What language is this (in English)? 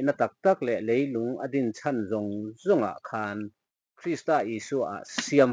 Mizo